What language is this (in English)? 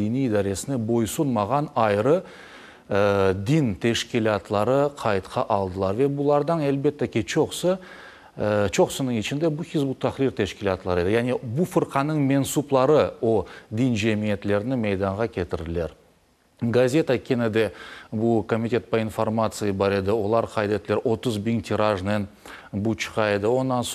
Crimean Tatar